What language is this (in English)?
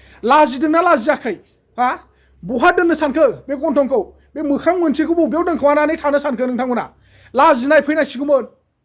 Bodo